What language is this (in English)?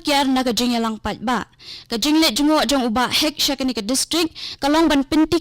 Khasi